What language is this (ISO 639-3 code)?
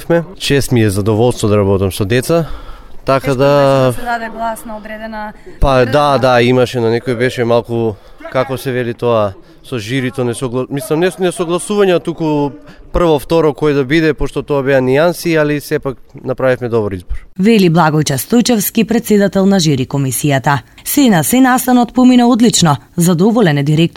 mkd